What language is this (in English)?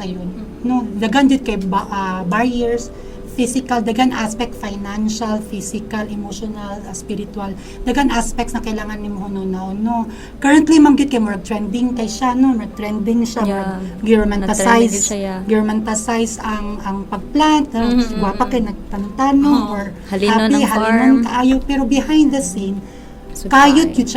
Cebuano